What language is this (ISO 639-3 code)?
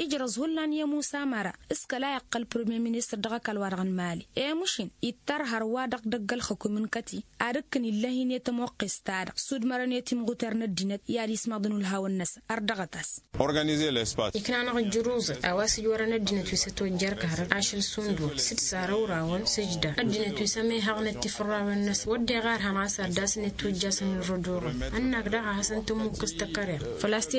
taq